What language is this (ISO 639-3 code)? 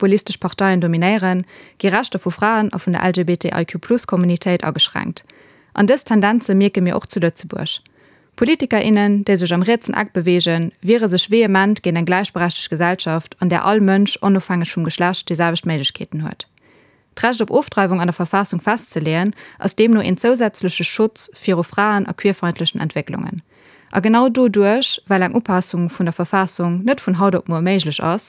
ltz